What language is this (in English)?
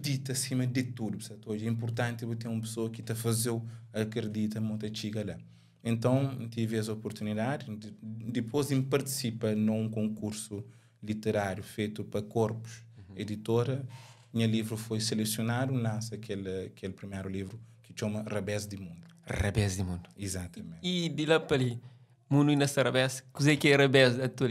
Kabuverdianu